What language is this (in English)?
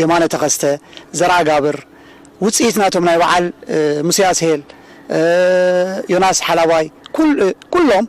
Tigrinya